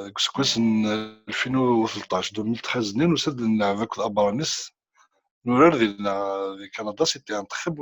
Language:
Kabyle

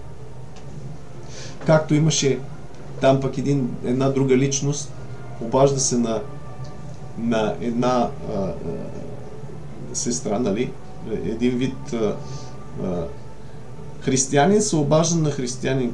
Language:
Bulgarian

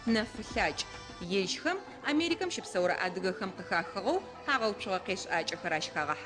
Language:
Adyghe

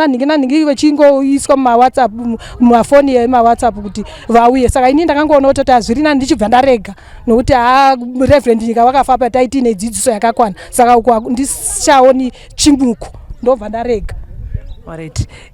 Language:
Shona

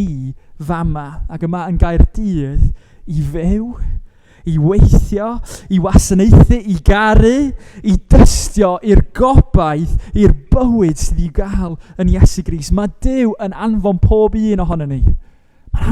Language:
Welsh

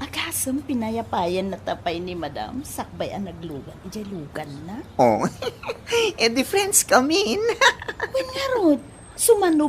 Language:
Iloko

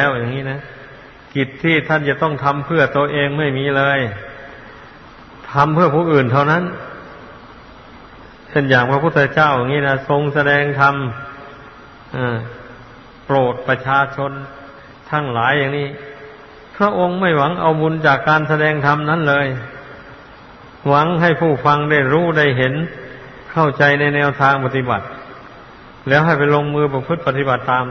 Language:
Thai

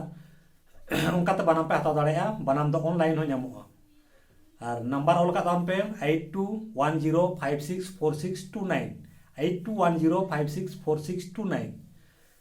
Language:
Santali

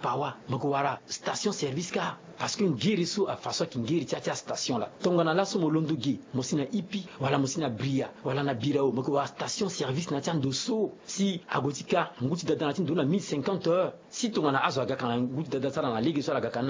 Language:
Sango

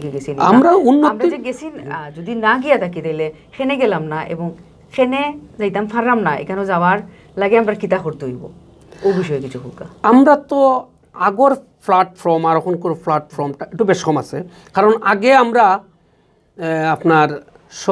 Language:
Sylheti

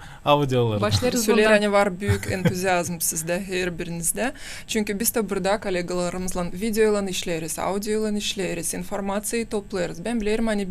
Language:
Gagauz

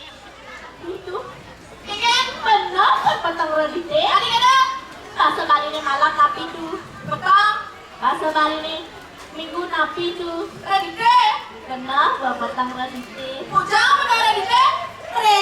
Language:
Balinese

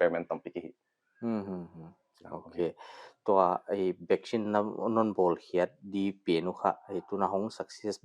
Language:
Paite Chin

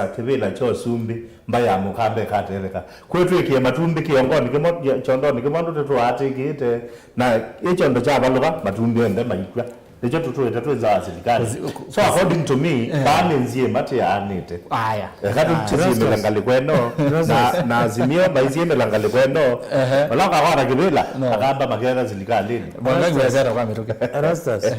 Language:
Kamba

